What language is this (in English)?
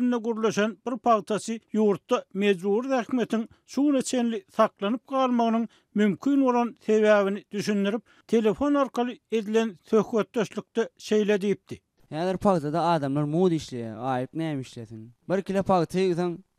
Turkmen